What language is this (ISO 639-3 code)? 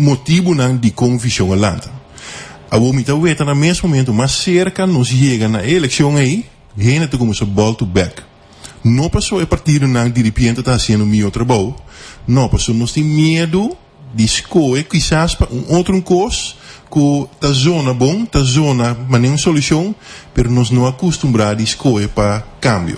pap